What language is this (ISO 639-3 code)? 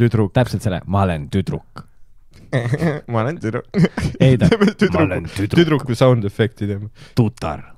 est